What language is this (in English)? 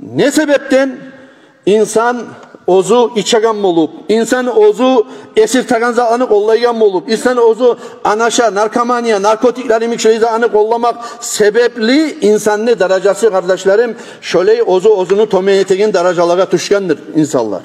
Kumyk